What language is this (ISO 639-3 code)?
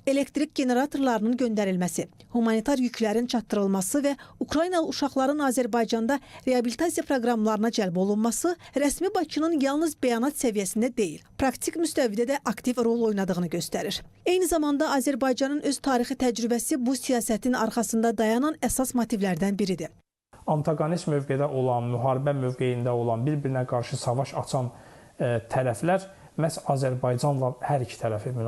aze